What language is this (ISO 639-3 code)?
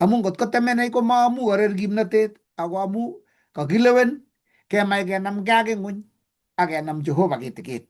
kln